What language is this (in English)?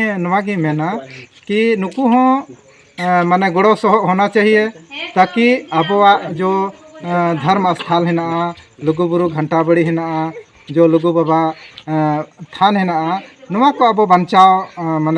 Santali